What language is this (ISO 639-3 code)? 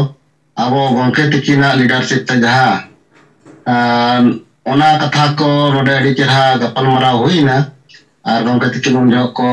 sat